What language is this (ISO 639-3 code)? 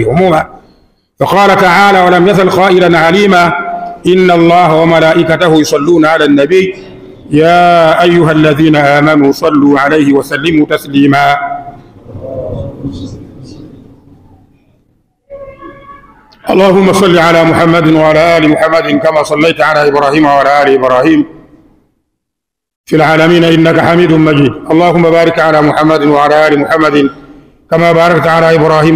swa